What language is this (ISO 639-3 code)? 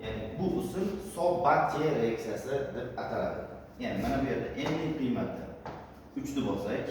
uzb